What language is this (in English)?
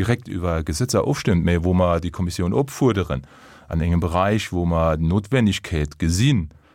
Luxembourgish